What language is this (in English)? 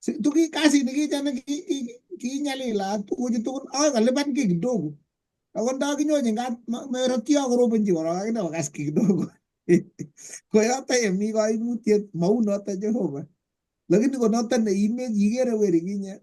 Kalenjin